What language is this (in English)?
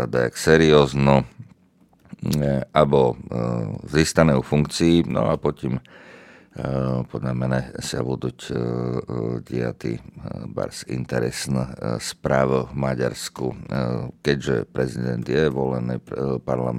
Slovak